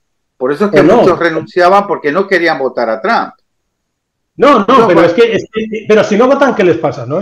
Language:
Spanish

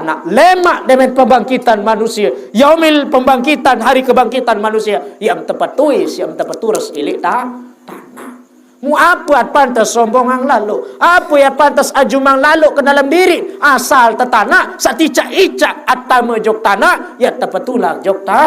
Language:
Sasak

